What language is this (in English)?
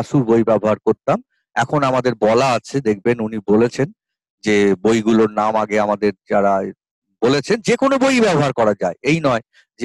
Bangla